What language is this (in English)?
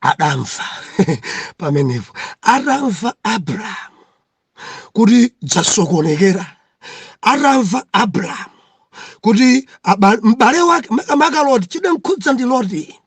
Nyanja